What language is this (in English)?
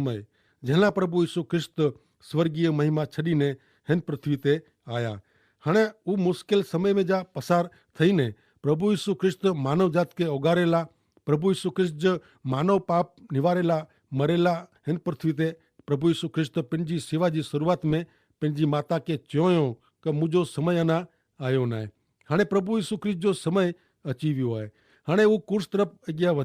Kachhi